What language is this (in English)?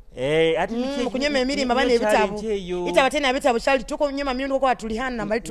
Nyoro